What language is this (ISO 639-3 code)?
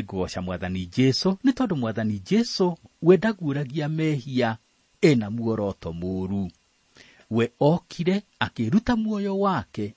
kik